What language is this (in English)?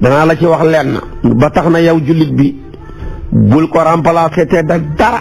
Wolof